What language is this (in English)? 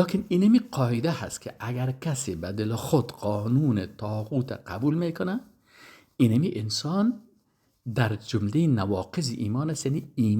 Persian